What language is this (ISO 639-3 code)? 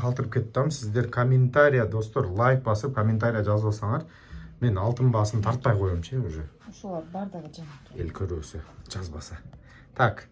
kir